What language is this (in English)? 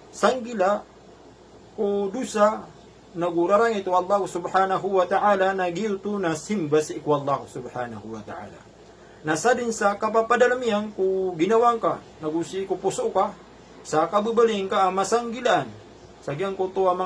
Maranao